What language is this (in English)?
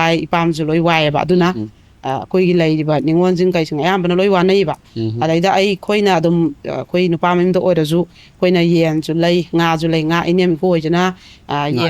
Manipuri